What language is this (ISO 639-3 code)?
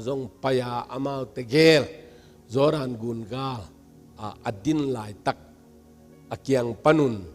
ctd